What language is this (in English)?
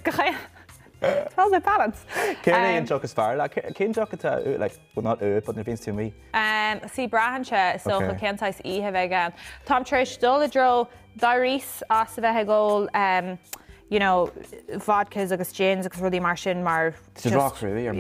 Irish